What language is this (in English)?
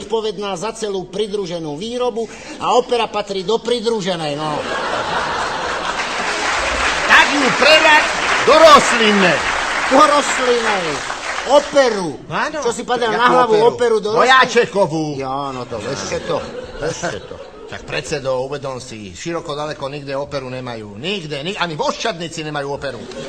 Slovak